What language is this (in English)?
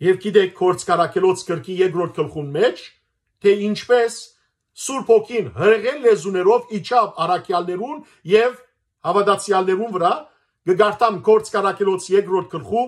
Western Armenian